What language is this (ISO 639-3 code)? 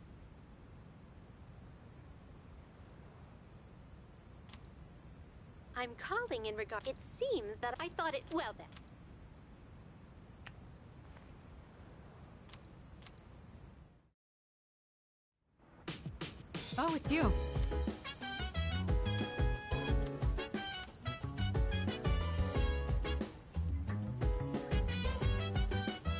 eng